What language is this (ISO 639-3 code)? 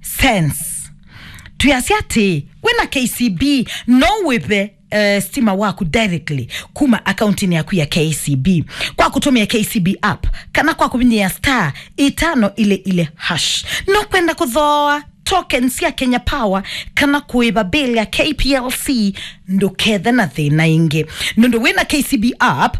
kam